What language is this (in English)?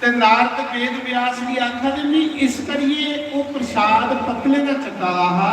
Dogri